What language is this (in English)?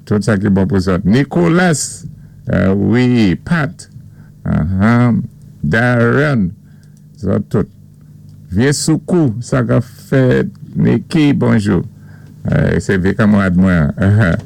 Saint Lucian Creole French